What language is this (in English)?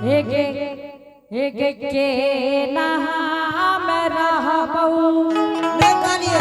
Angika